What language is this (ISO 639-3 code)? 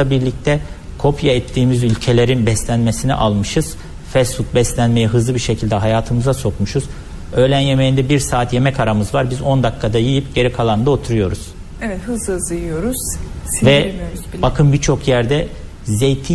tur